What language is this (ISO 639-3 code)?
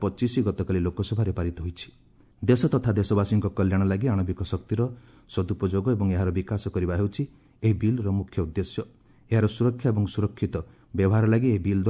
ori